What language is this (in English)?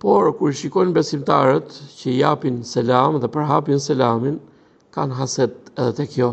Albanian